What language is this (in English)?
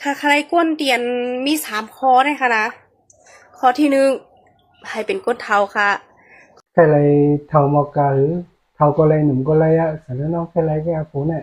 Shan